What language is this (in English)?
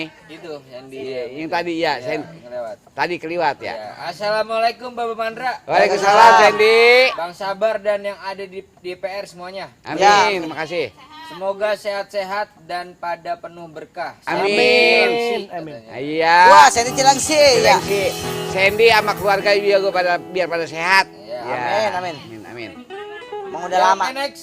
Betawi